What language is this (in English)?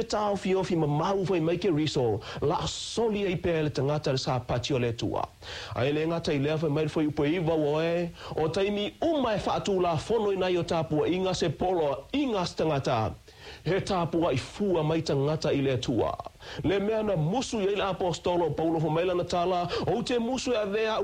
Samoan